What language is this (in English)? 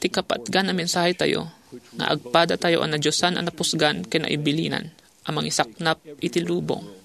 Iloko